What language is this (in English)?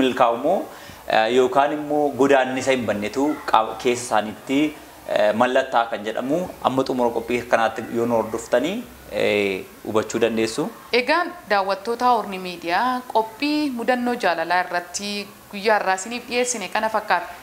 Oromo